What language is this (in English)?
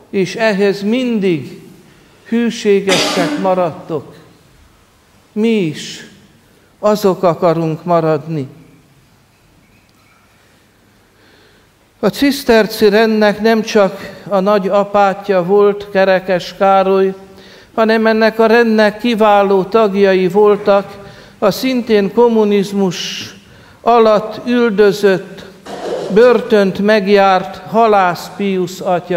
Hungarian